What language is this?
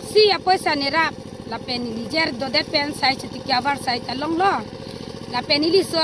Karbi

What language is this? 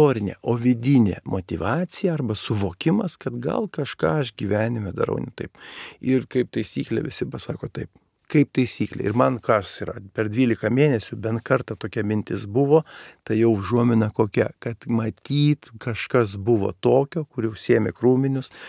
Lithuanian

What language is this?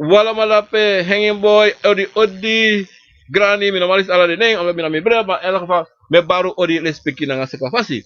Sranan Tongo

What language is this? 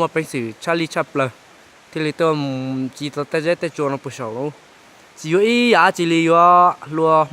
Hmong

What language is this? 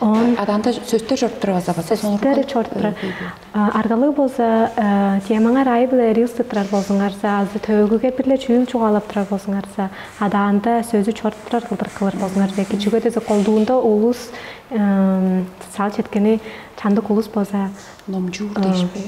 Tuvinian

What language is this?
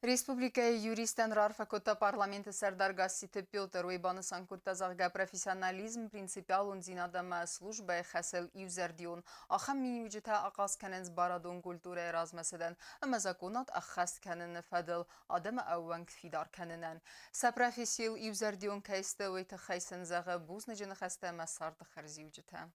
Ossetic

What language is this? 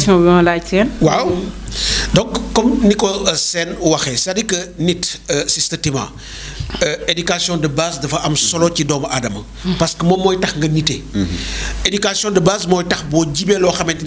Wolof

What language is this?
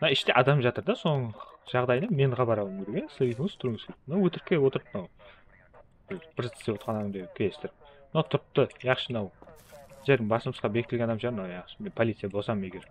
Kara-Kalpak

